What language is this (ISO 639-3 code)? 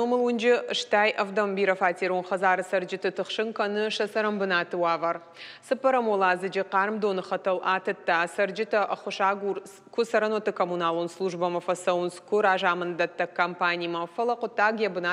oss